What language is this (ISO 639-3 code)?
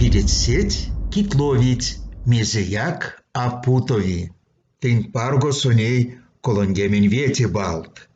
myv